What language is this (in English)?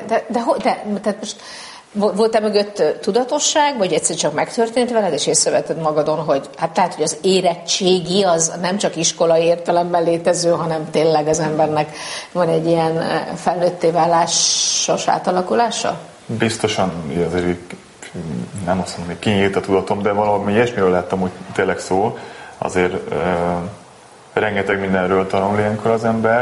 Hungarian